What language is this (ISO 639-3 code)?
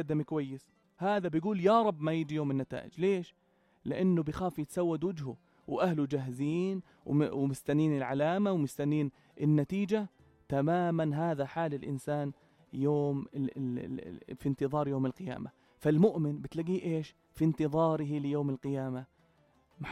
apc